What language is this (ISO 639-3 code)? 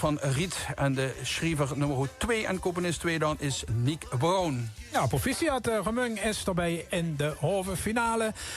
lim